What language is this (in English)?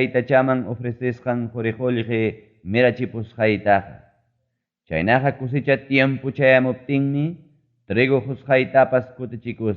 Ayacucho Quechua